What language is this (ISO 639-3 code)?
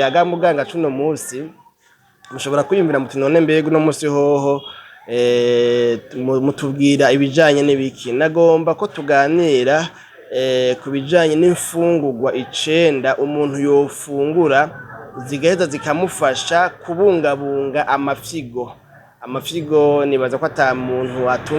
run